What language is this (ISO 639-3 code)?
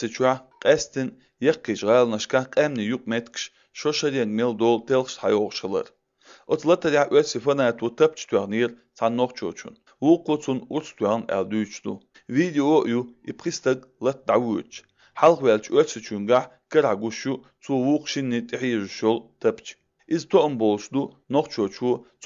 che